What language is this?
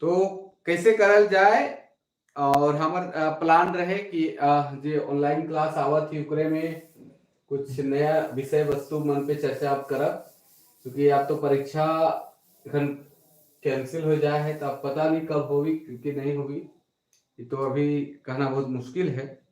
Sadri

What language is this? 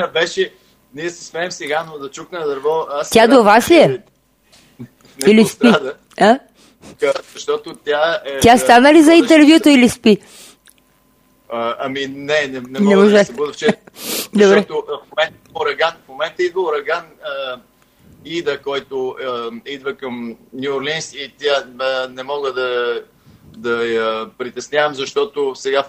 Bulgarian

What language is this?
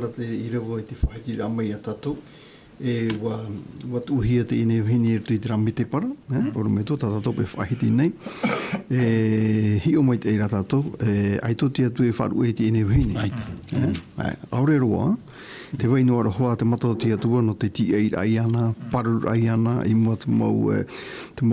Tahitian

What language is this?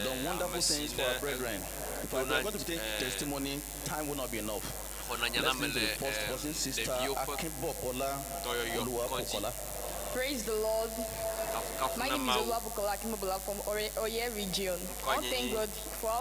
Ewe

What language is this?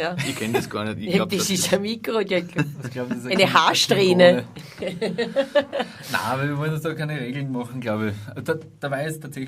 Bavarian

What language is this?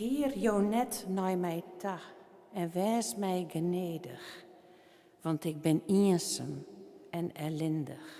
Western Frisian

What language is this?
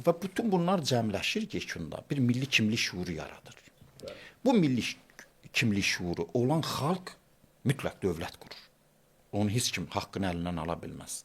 Azerbaijani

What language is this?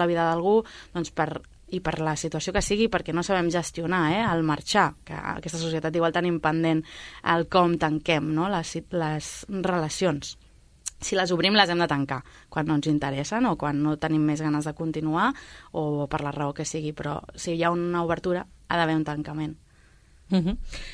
Catalan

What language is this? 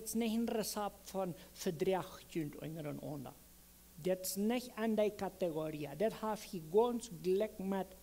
Plautdietsch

